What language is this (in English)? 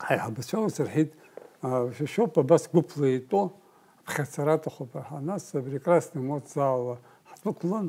Abkhazian